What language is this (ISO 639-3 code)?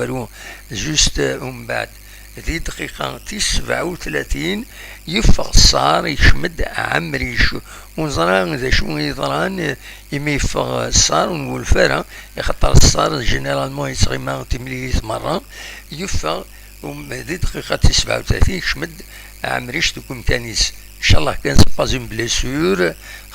kab